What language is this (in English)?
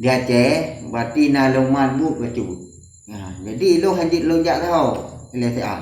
Achinese